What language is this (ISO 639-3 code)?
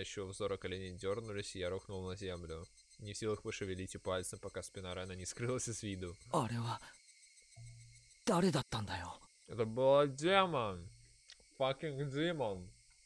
rus